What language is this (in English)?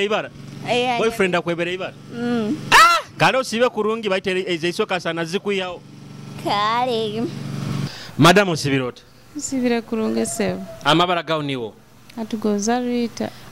Nyoro